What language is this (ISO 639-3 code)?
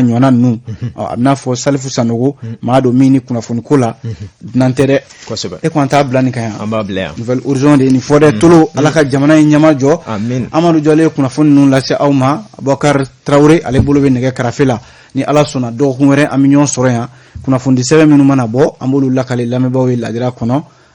bam